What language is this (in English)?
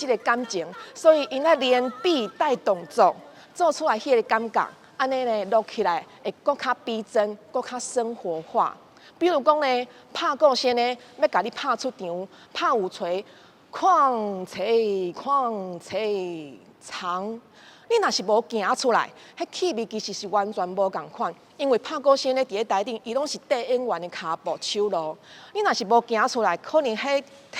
Min Nan Chinese